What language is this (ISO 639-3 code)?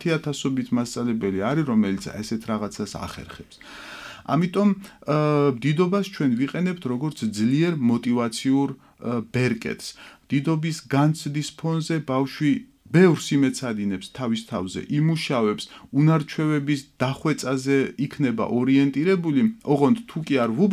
kat